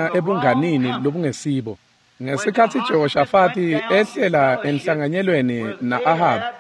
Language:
Swati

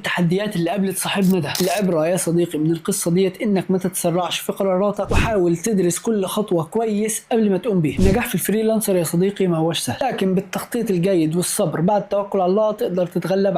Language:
Egyptian Arabic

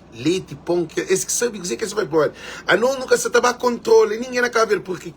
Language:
Kabuverdianu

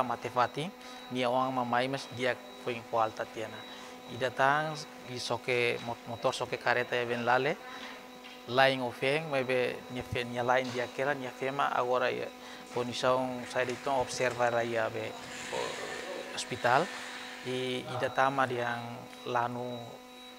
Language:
Tetum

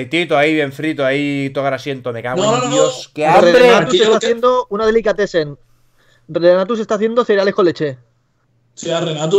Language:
Spanish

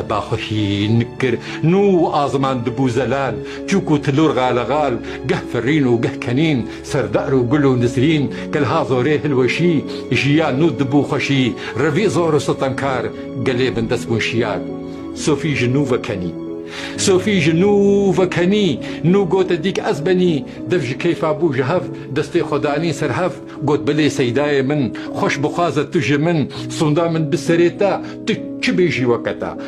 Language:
Kurdish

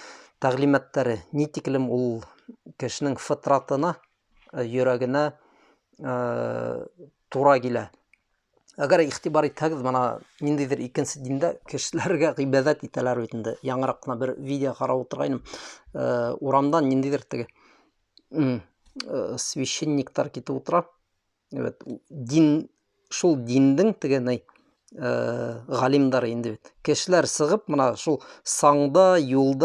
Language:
Bashkir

